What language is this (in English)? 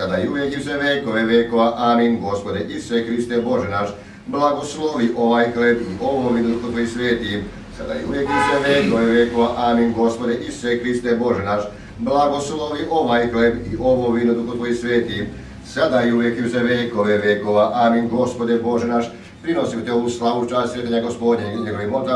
Serbian